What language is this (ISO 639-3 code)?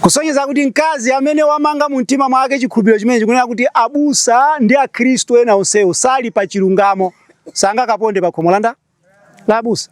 nya